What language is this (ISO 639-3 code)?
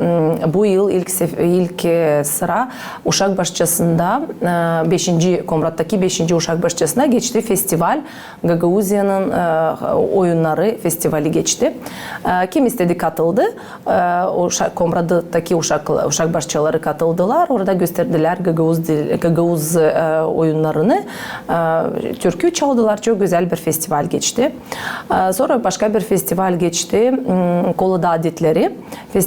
gag